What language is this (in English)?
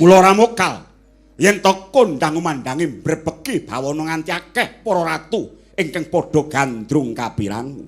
Javanese